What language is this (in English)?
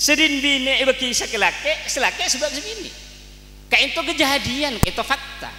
Madurese